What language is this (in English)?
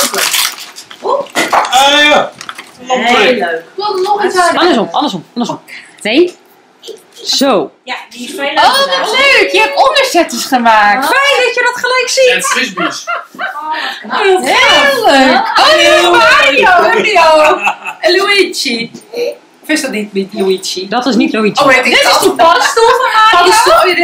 Dutch